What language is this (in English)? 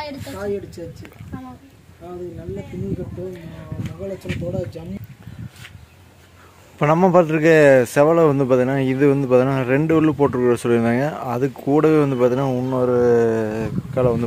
Tamil